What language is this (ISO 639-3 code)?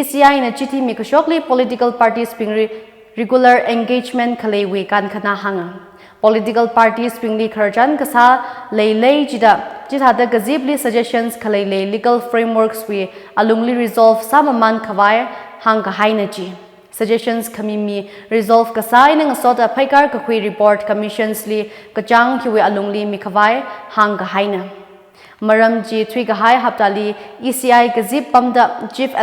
nmf